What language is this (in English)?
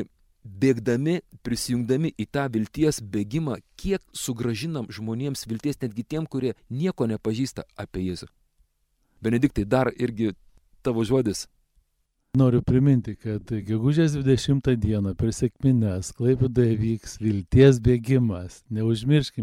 Lithuanian